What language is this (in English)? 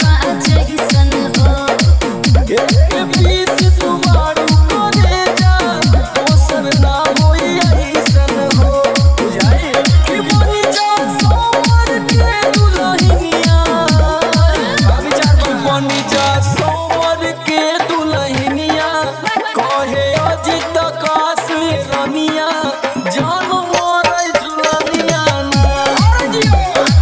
Bhojpuri